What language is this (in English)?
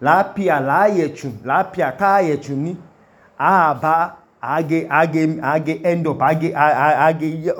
Idoma